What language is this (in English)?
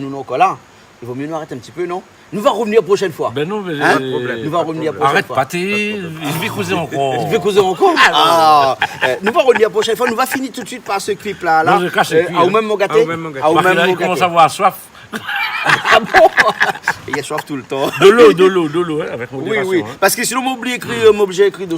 Réunion Creole French